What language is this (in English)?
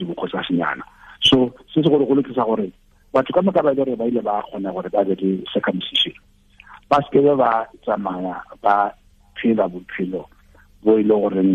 Tswana